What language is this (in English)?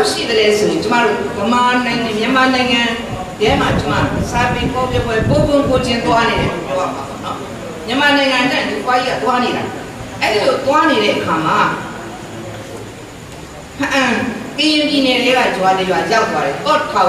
Burmese